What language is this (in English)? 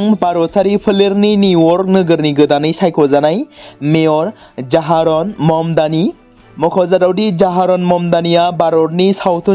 Bodo